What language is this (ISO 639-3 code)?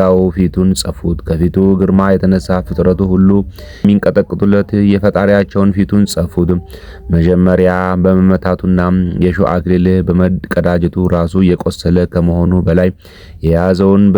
amh